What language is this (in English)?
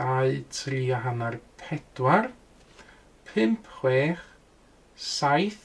Welsh